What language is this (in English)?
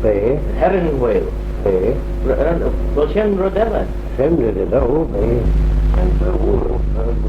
Manx